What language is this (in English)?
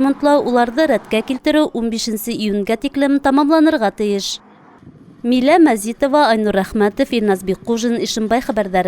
Bashkir